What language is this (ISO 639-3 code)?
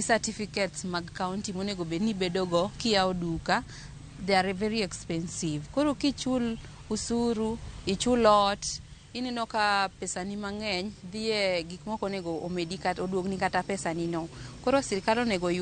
luo